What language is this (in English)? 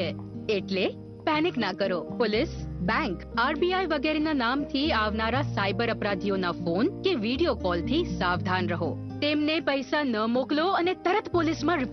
Gujarati